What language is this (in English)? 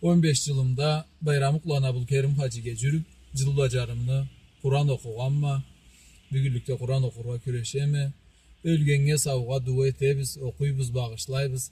Karachay-Balkar